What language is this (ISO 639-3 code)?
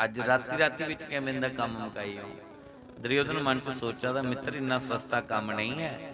doi